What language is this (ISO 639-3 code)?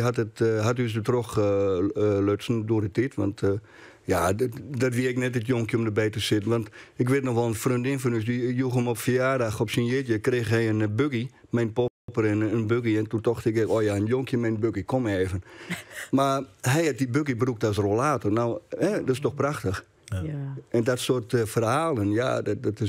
fry